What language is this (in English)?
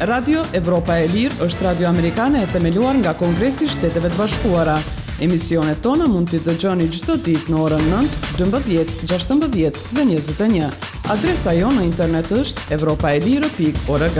Albanian